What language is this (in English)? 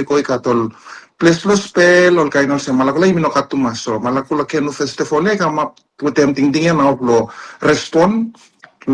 Bislama